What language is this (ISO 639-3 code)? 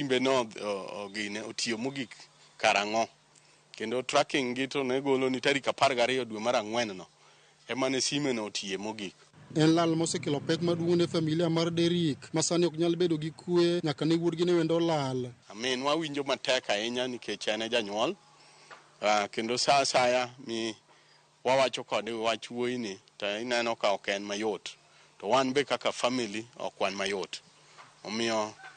luo